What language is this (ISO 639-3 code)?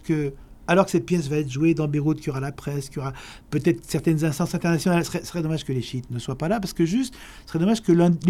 fra